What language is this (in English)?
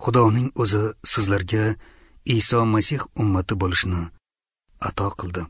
Uzbek